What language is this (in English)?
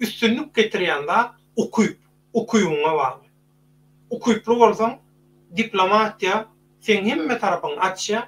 Turkmen